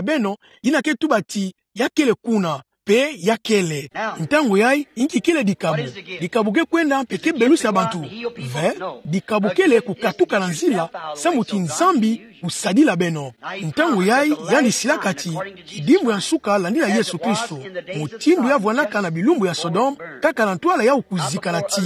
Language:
Kituba (Democratic Republic of Congo)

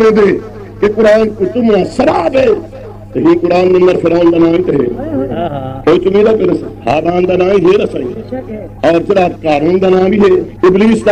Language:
Saraiki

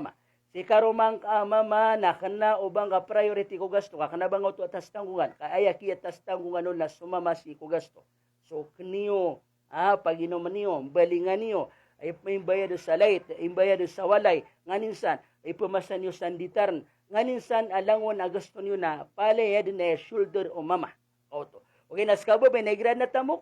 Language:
Maranao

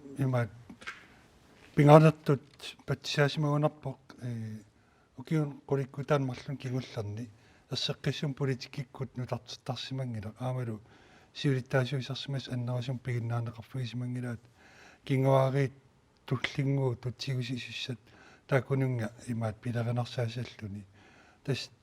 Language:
Kalaallisut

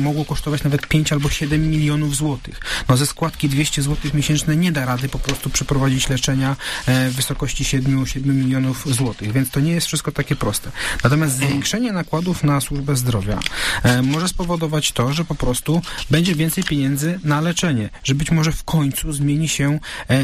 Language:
Polish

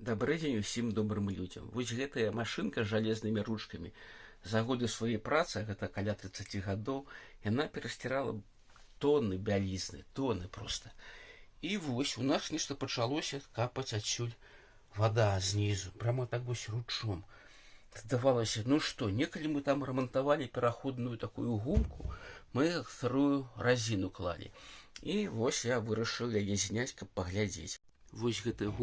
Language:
Belarusian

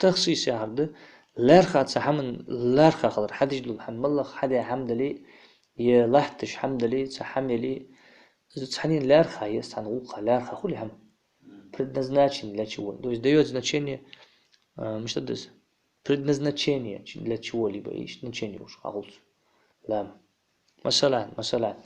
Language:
Ingush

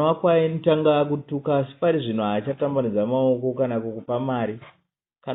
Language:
Shona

